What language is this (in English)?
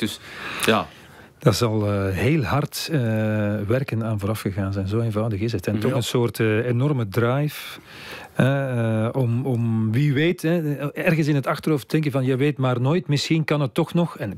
Dutch